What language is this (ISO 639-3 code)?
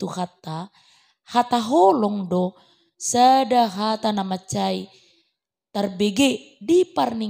bbc